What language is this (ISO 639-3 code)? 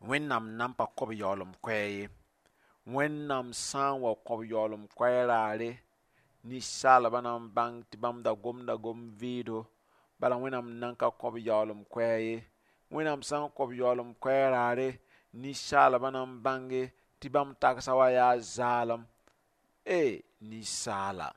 mos